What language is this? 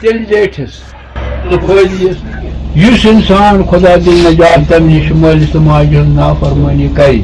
Kashmiri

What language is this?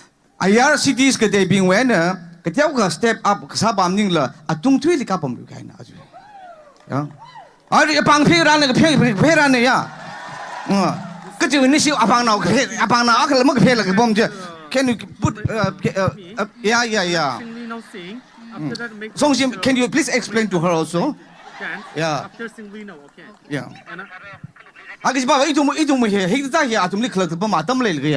Tangkhul Naga (India)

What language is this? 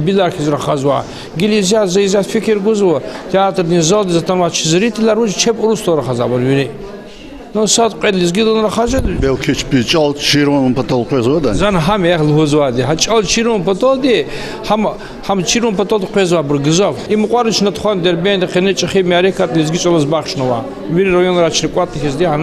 Lezghian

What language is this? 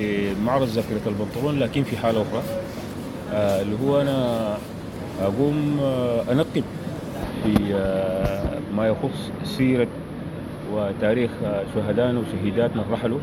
Sudanese Arabic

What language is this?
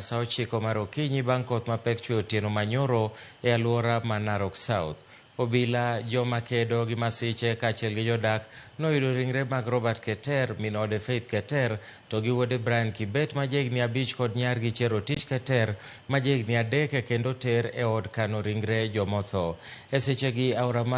Luo (Kenya and Tanzania)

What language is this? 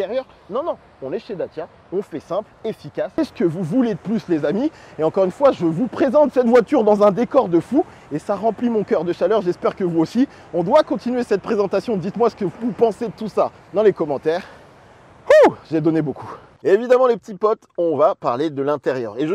French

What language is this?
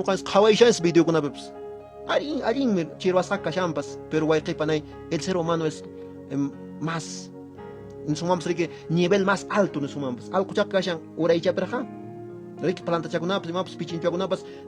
Quechua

